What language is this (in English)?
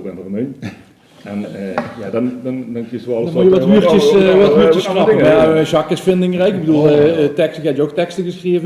Limburgish